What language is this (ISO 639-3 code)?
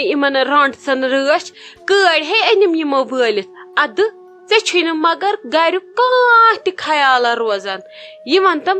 kas